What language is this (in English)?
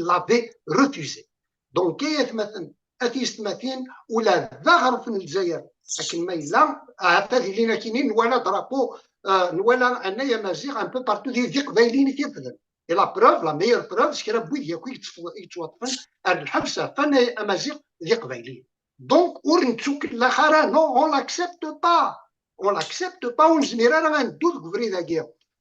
Kabyle